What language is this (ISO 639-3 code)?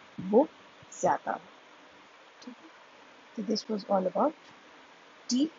hin